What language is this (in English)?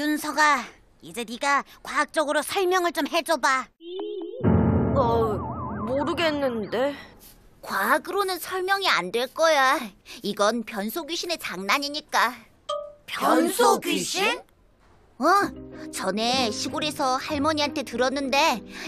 Korean